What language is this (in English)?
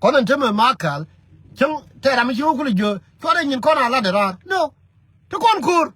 Nuer